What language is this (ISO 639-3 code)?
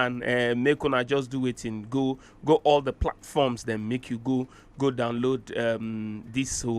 pcm